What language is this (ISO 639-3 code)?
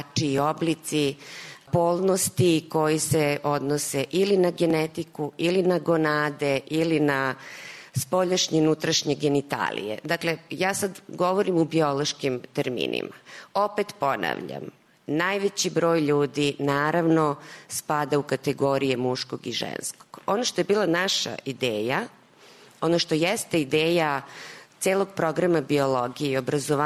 srp